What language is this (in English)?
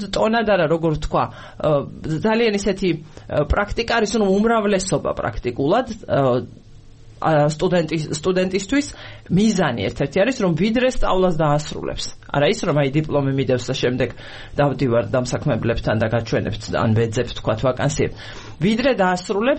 Georgian